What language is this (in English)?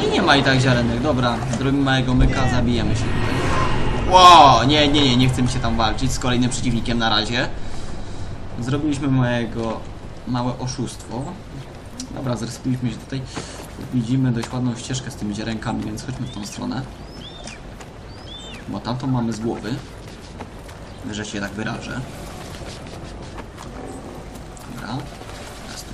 Polish